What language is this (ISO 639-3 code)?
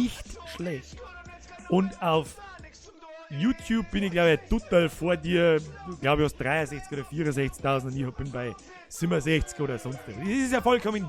bar